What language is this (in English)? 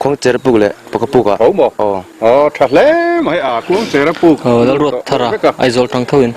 Mizo